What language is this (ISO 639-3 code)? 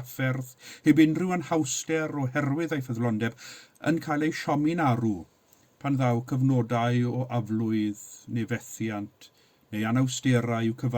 cym